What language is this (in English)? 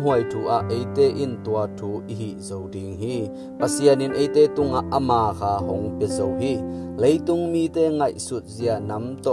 Tedim Chin